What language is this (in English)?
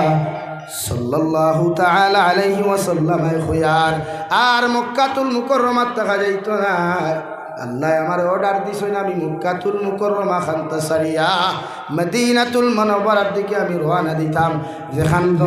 Sylheti